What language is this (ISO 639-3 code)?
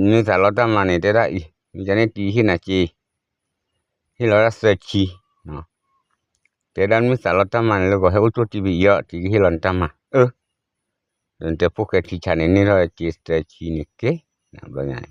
ksw